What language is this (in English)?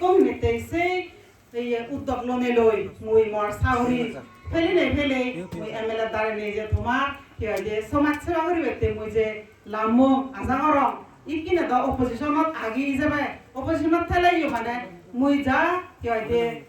Chakma